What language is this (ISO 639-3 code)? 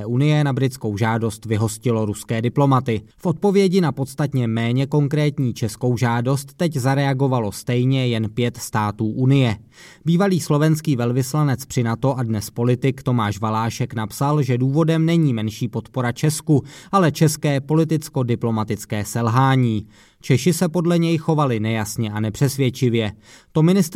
ces